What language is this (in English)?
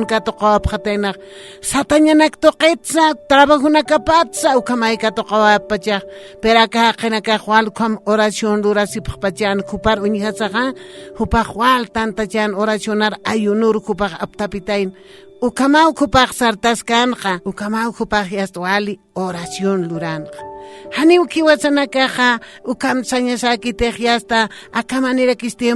Aymara